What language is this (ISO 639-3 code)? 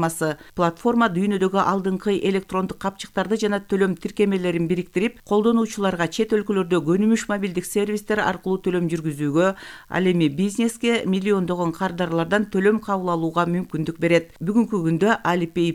kir